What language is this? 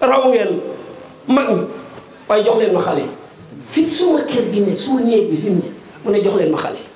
Wolof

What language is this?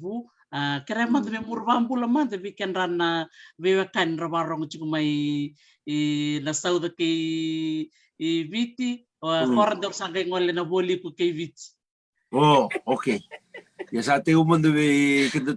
Fijian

